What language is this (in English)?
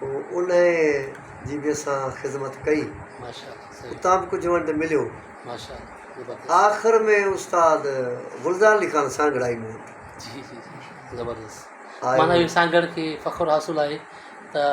Sindhi